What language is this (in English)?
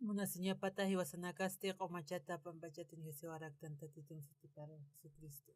Aymara